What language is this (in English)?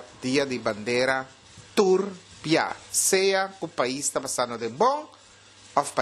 Papiamento